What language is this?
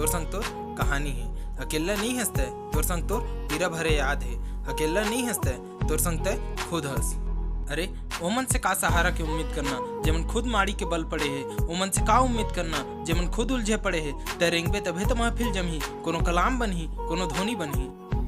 Chhattisgarhi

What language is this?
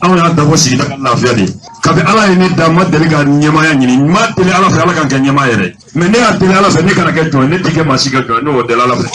Bambara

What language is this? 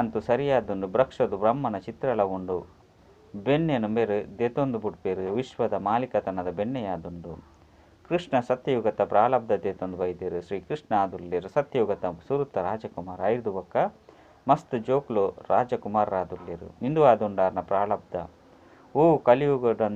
Tulu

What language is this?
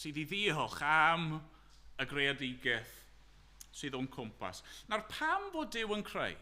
Welsh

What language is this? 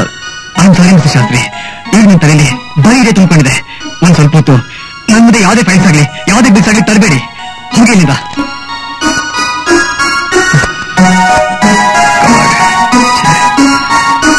Kannada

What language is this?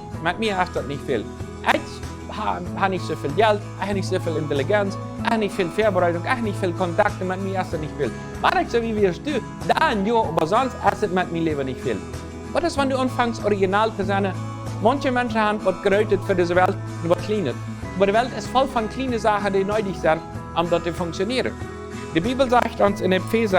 Plautdietsch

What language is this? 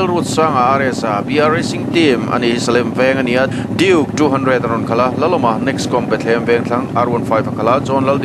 Mizo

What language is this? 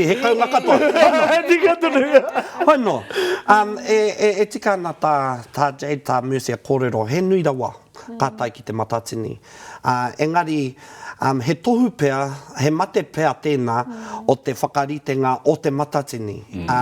Māori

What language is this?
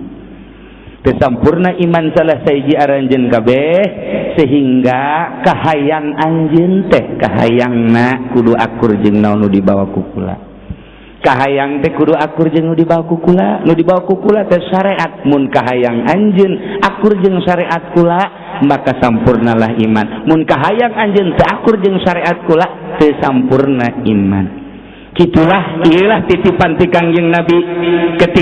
Sundanese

